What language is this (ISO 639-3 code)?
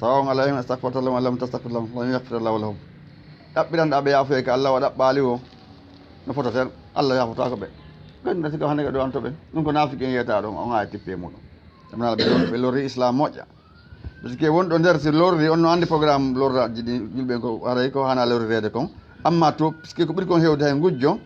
ful